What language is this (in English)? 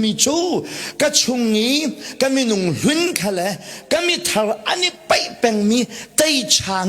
Hakha Chin